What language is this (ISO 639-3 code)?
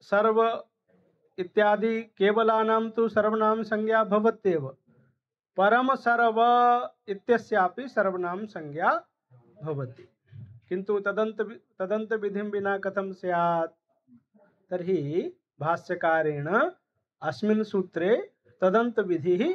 san